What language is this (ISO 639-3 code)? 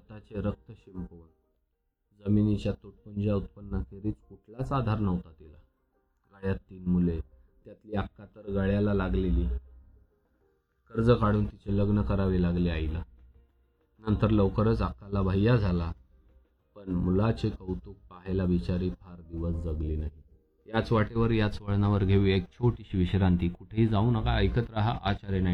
mar